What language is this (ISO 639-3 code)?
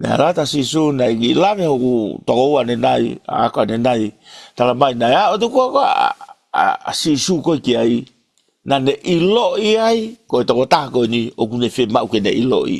ton